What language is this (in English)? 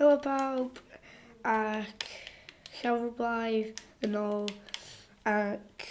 Welsh